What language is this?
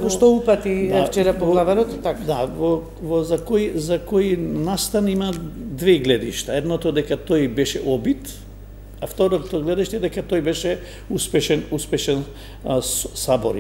Macedonian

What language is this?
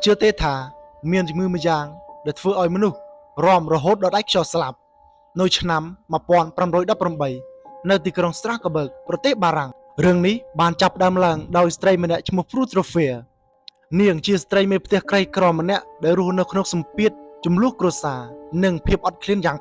Khmer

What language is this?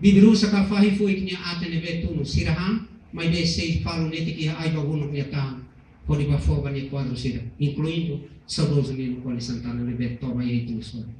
Tetum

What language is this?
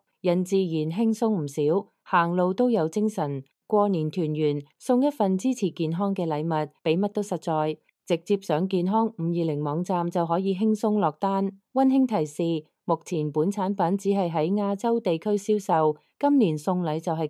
Cantonese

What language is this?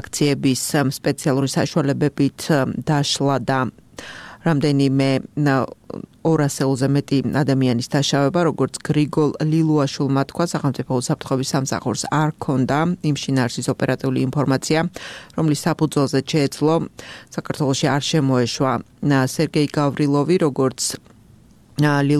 Georgian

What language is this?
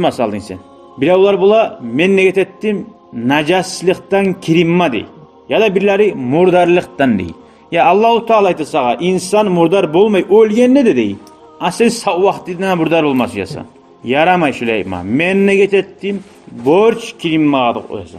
Kumyk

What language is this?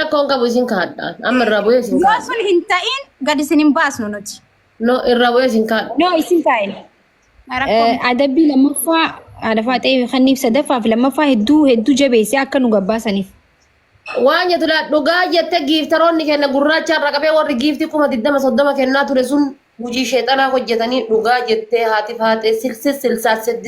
Oromo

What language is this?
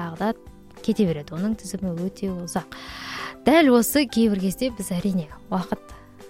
Kazakh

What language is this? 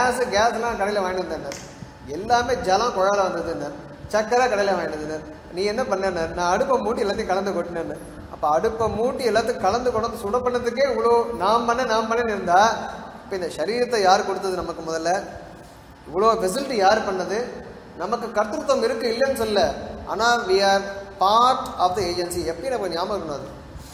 Tamil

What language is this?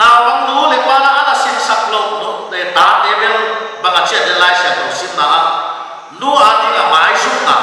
Paite Chin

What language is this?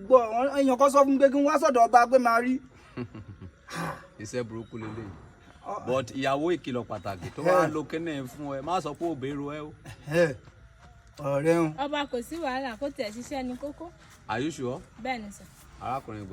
Yoruba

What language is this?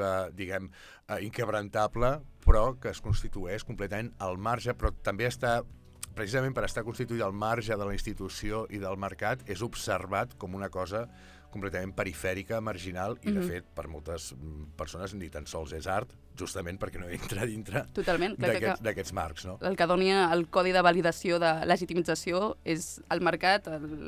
Catalan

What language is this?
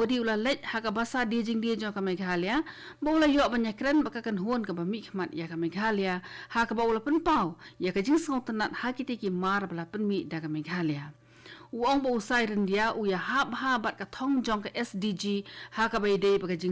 Khasi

